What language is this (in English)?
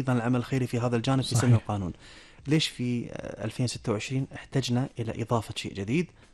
Gulf Arabic